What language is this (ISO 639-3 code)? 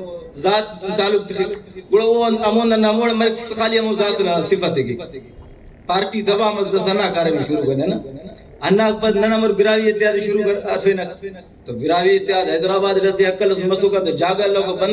brh